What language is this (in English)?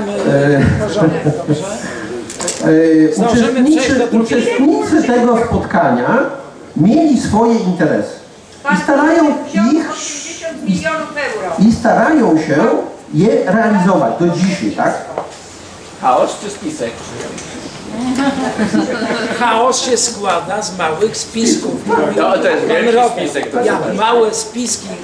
Polish